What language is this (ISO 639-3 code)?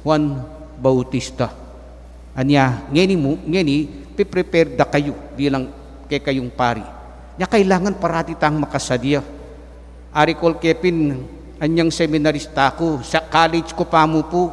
pam